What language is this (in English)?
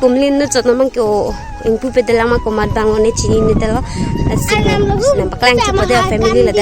Karbi